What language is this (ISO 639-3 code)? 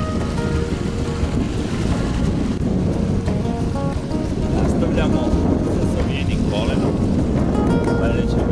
srp